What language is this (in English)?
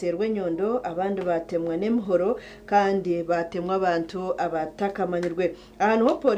Nyankole